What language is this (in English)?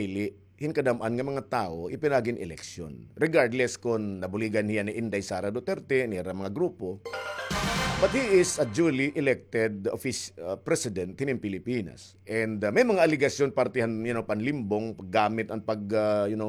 Waray